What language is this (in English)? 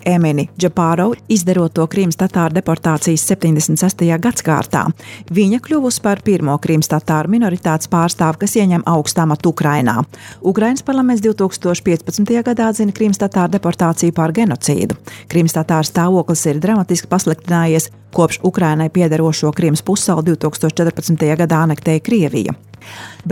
Latvian